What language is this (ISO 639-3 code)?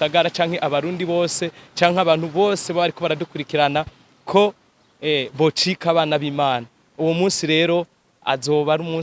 run